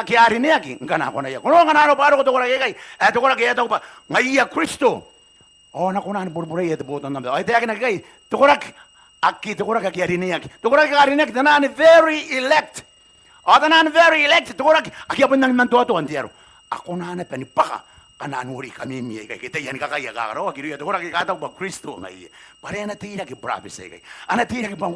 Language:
Gilbertese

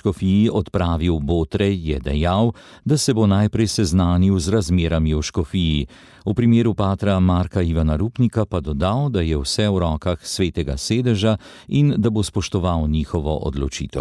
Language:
Slovenian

